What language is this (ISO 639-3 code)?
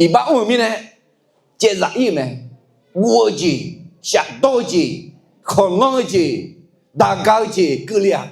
ahk